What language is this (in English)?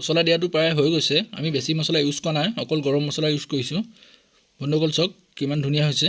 Assamese